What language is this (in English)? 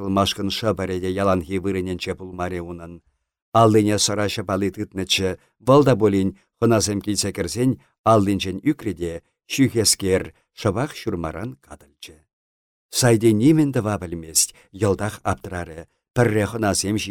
Chuvash